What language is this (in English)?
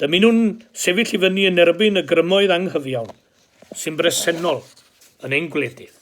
Welsh